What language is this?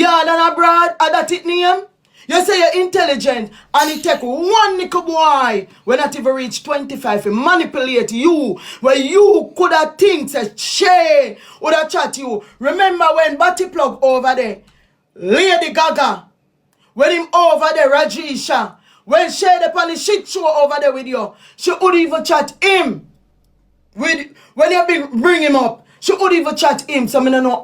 Jamaican Creole English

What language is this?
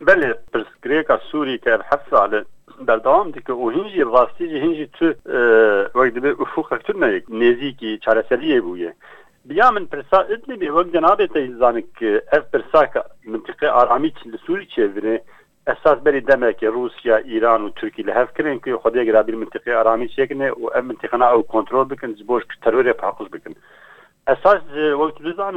Kurdish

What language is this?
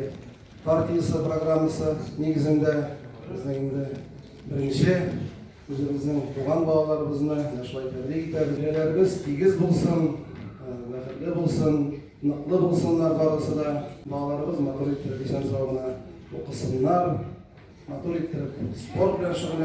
Tatar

